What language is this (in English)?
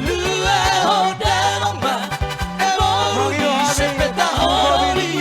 Batak Toba